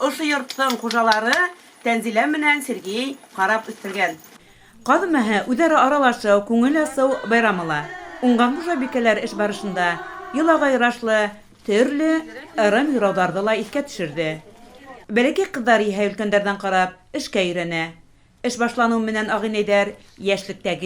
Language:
Bashkir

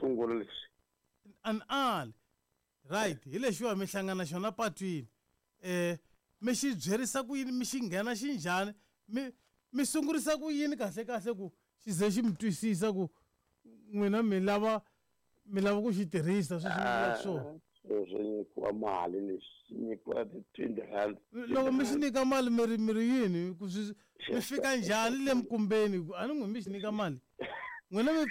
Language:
Tsonga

